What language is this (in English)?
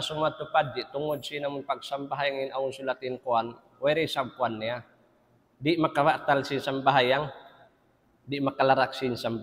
Tausug